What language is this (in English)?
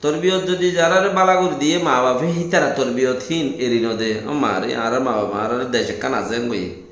Rohingya